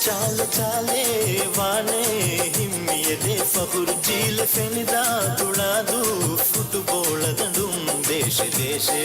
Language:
Divehi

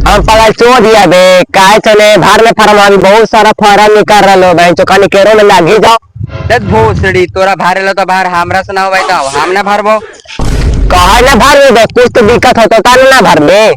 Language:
Magahi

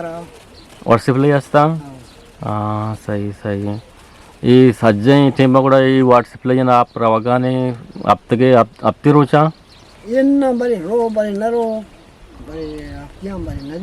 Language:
Eastern Balochi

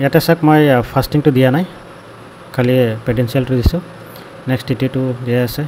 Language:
Assamese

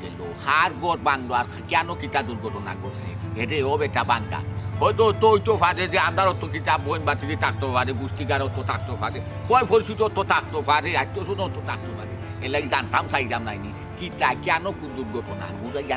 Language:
Sylheti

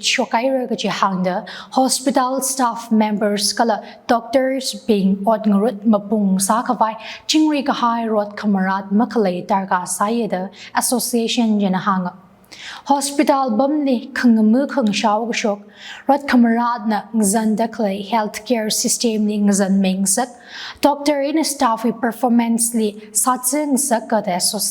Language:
Tangkhul Naga (India)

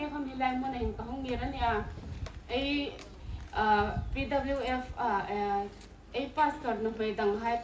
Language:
Hmar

